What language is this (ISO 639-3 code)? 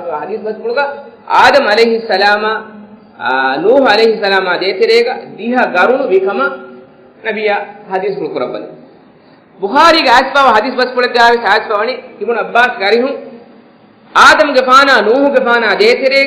div